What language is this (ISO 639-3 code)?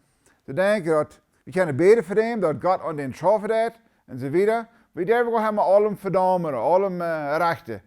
pdt